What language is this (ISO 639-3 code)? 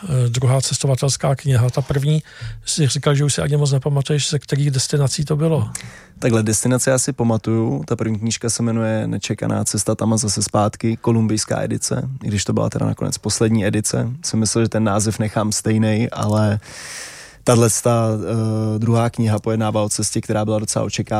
ces